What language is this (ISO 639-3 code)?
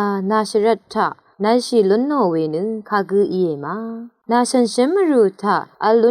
raw